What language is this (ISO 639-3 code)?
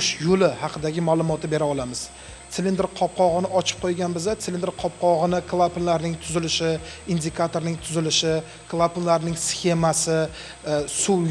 uzb